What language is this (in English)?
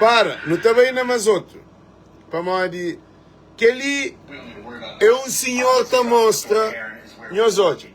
Kabuverdianu